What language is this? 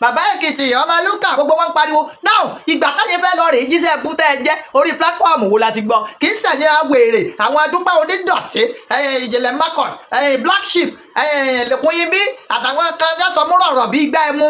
Yoruba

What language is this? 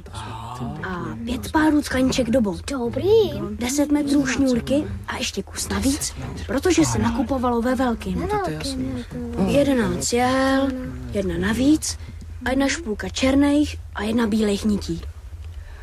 Czech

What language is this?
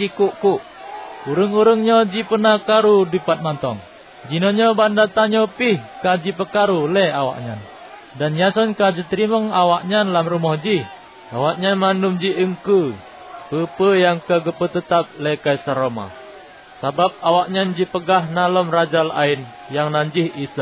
Achinese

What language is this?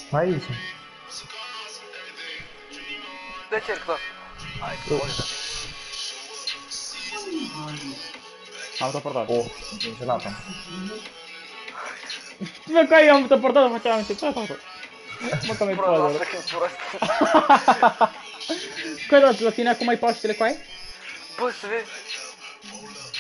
Romanian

